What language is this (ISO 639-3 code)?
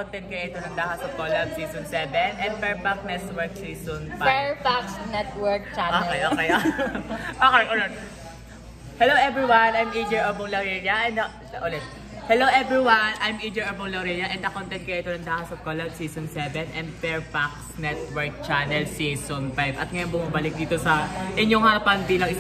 fil